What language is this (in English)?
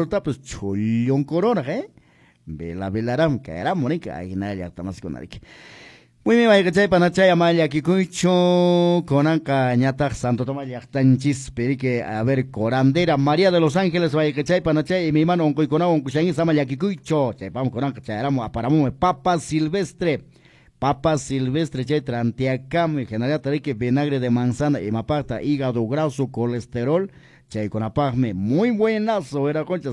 Quechua